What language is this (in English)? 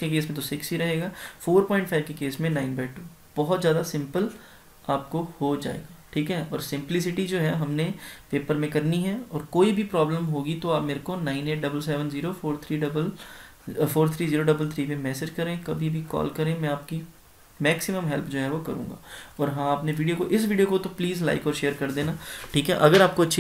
Hindi